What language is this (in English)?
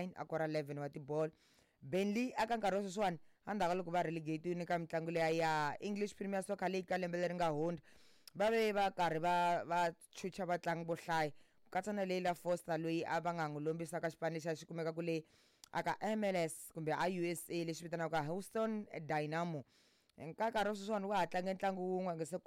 Tsonga